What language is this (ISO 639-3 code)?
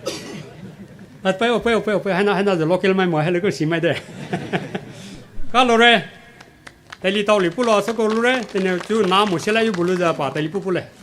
pmx